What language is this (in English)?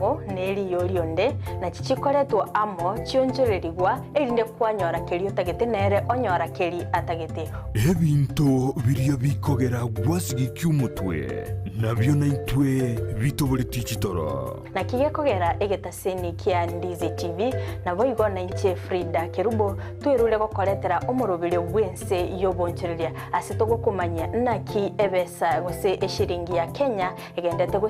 Gusii